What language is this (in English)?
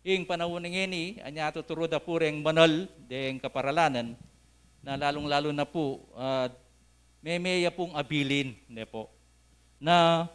Pampanga